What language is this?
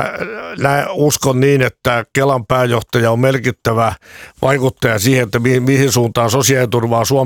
Finnish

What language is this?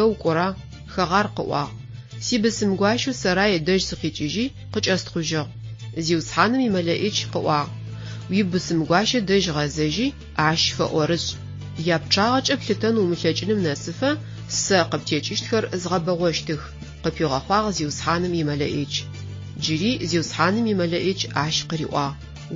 Adyghe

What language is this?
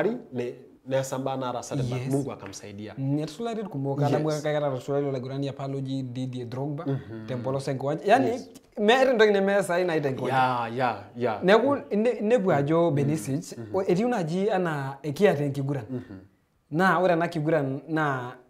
Masai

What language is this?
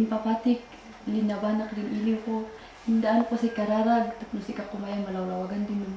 Kankanaey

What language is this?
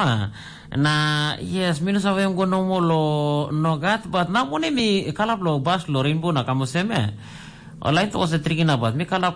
Tok Pisin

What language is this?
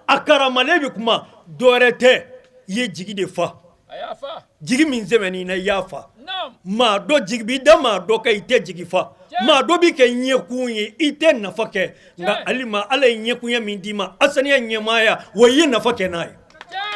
Bambara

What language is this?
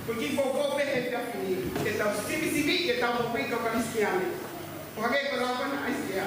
Tongan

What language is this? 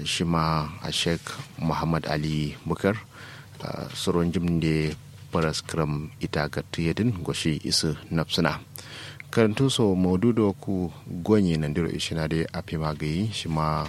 Kanuri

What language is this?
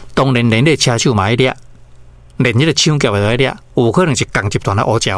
Min Nan Chinese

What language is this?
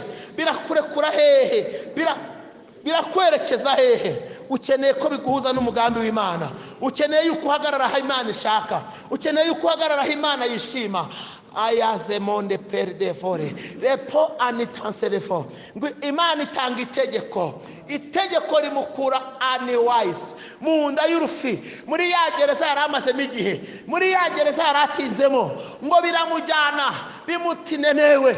Kinyarwanda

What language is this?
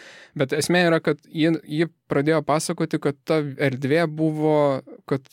Lithuanian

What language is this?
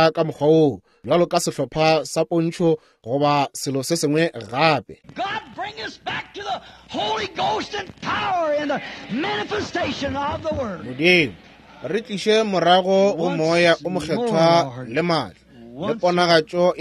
Northern Sotho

